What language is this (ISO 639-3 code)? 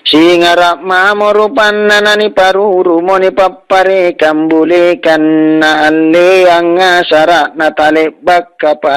mak